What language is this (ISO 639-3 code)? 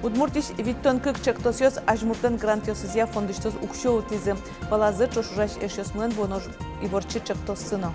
udm